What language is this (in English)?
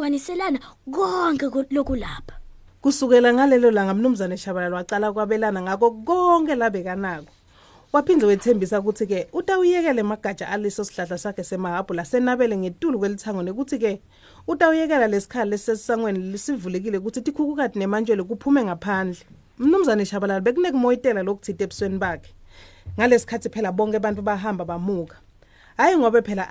Swati